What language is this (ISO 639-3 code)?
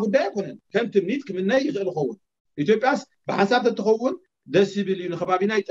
tir